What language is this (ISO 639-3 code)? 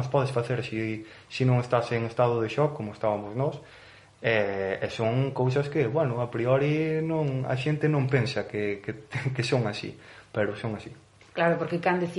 glg